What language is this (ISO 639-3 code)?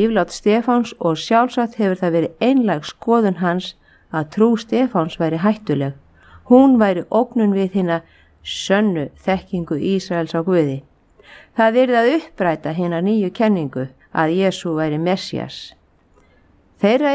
isl